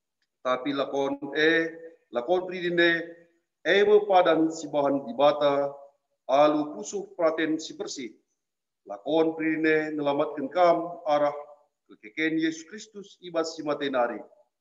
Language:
Batak Karo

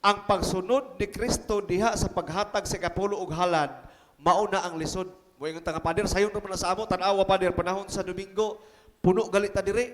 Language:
Cebuano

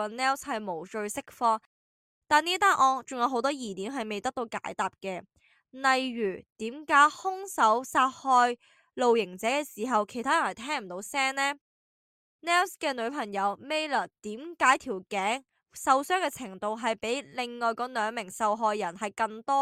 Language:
Cantonese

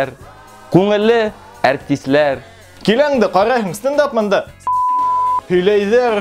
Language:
Bashkir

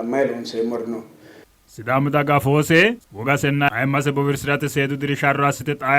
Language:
Sidamo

